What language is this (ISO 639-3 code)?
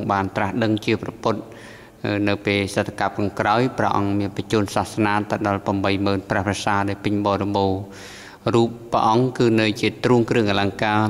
khm